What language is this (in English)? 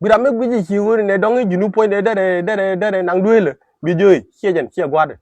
Nuer